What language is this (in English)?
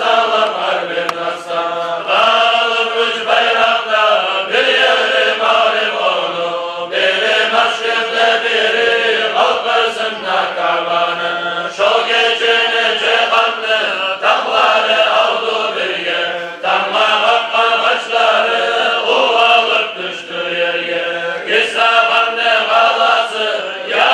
Kumyk